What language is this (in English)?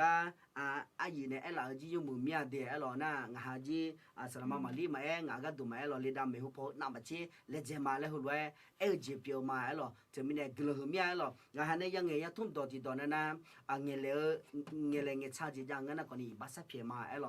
Akha